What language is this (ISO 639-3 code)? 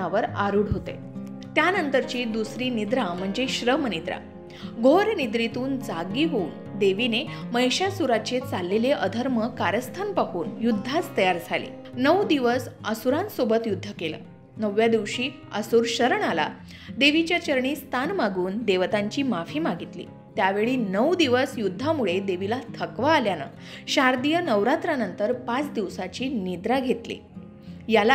mar